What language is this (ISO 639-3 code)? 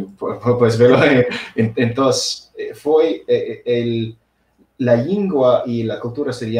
ast